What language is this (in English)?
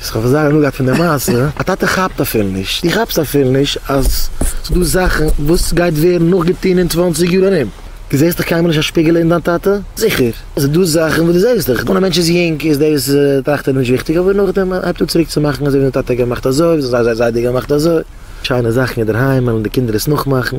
Yiddish